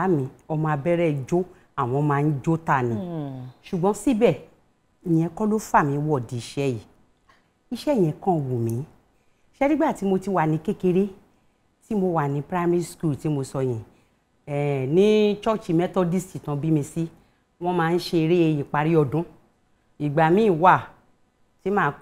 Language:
Yoruba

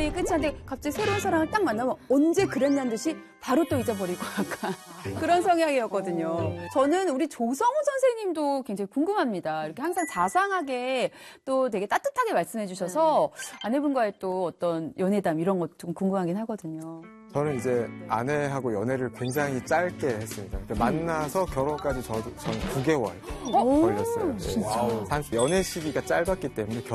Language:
Korean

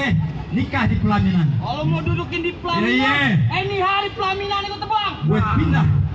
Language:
Betawi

